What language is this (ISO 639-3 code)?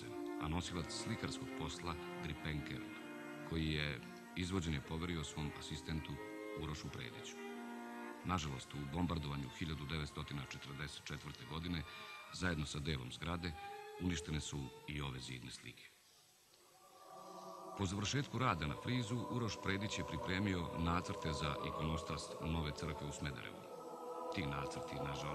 srp